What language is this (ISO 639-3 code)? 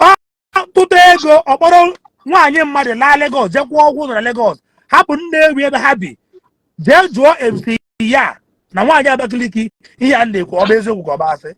ibo